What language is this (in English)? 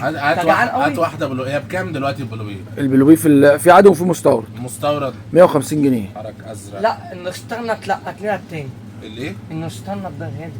Egyptian Arabic